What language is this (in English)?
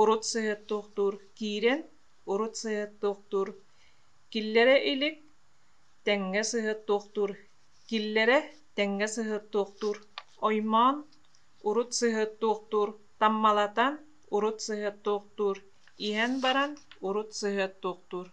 Yakut